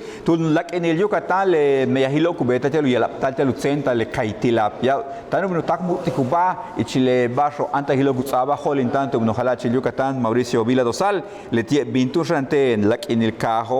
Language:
Yucateco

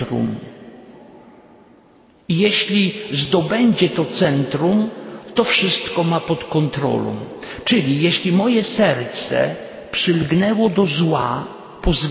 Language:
Polish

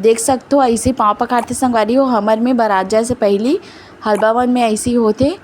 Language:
Chhattisgarhi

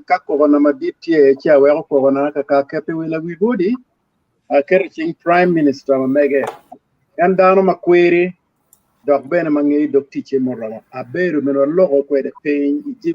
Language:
Acoli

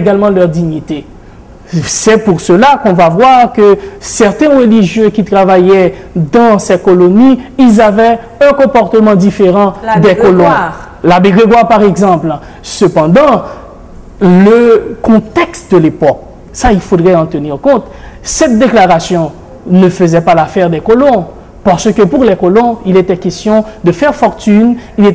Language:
French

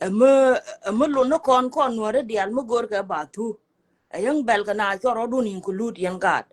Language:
Nuer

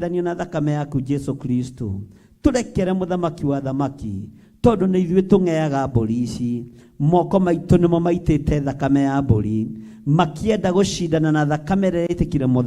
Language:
Kikuyu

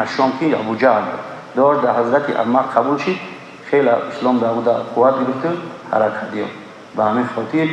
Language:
Tajik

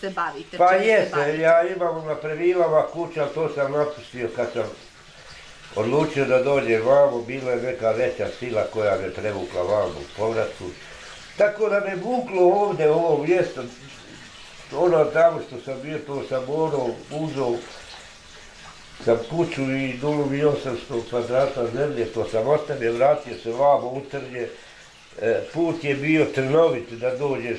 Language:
Bosnian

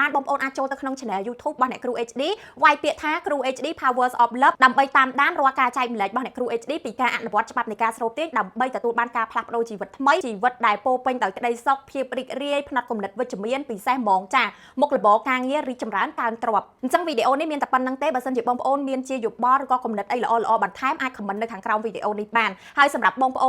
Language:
Khmer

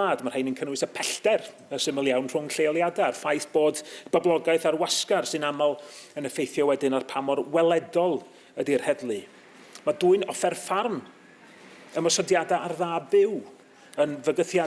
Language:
Welsh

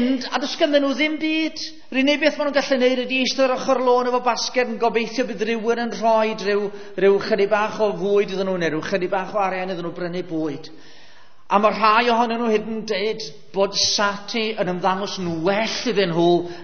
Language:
Welsh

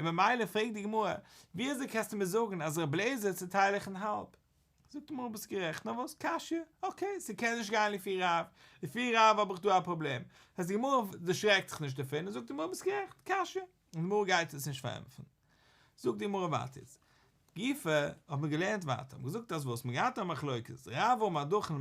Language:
Yiddish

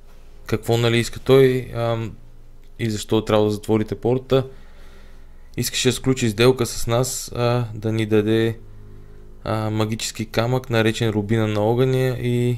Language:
Bulgarian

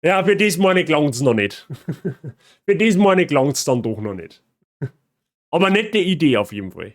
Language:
Bavarian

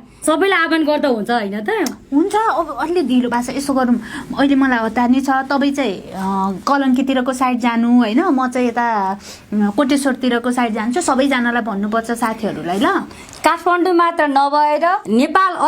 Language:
Nepali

